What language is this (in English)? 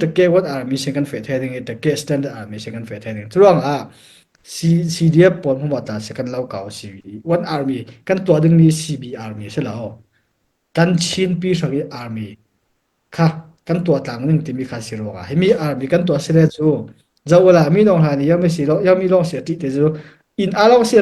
Falam Chin